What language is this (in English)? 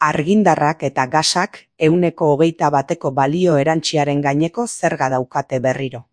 Basque